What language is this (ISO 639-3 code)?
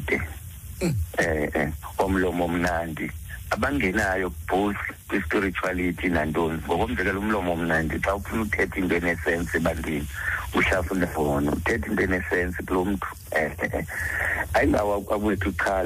xho